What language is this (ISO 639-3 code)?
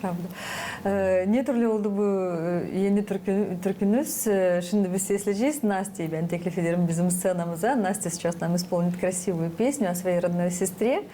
gag